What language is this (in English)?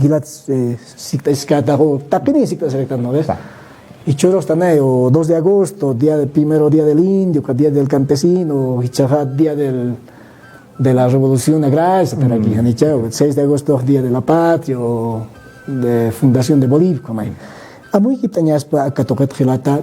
Aymara